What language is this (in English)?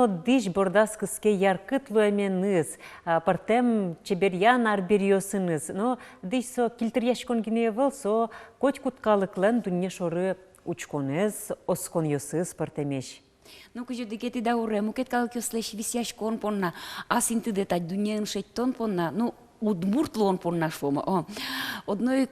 Udmurt